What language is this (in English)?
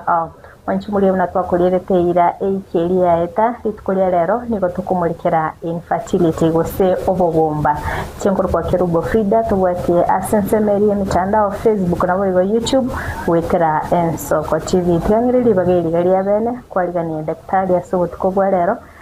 Gusii